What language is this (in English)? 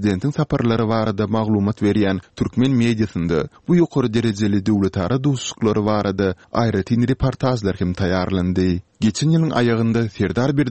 Turkmen